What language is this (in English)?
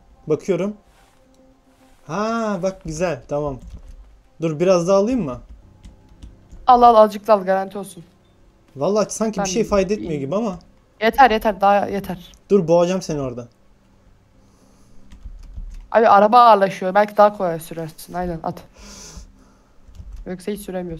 Turkish